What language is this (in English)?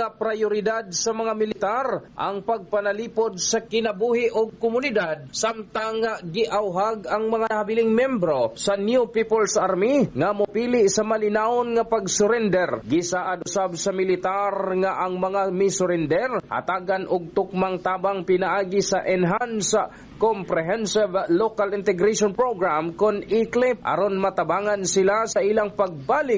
Cebuano